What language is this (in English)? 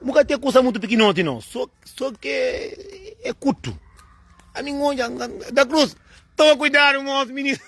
Kabuverdianu